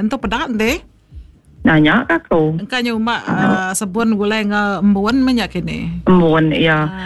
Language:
Iban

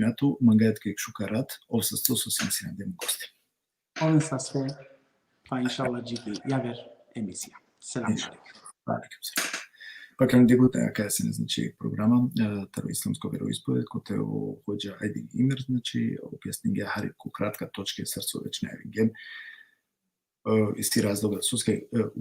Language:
Balkan Romani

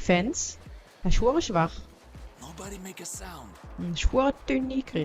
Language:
Swiss German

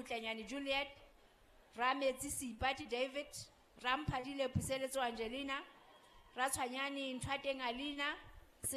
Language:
Southern Sotho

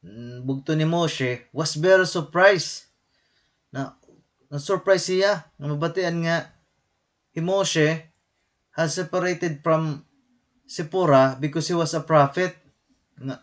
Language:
Waray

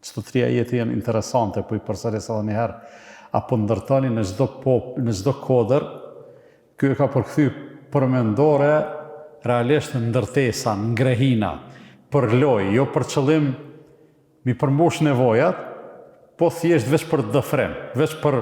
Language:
Albanian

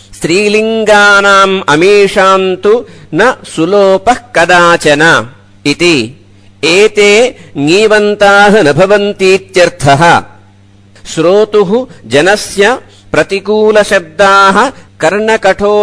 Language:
Sanskrit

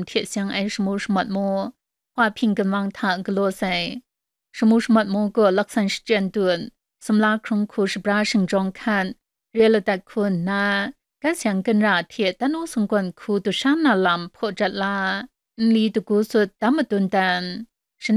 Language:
Kachin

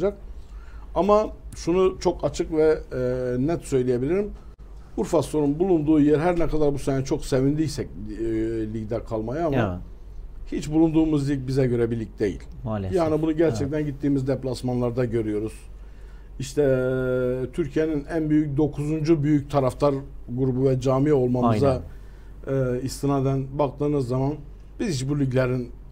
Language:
Turkish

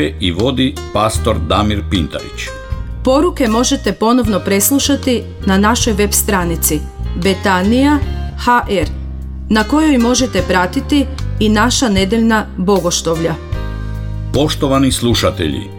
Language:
Croatian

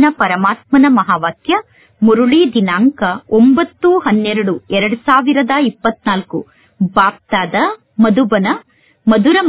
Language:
Kannada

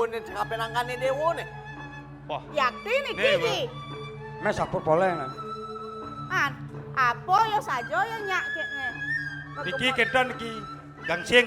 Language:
Balinese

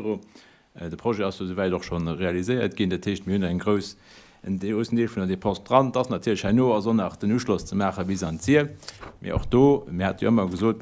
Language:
Luxembourgish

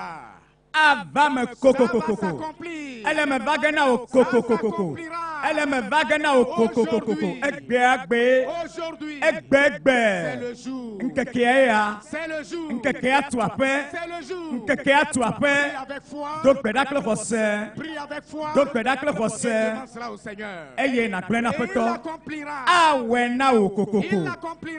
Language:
Ewe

